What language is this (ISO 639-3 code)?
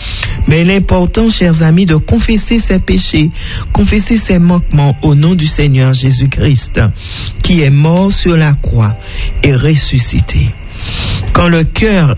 fra